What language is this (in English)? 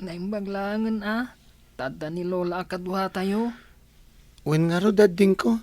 Iloko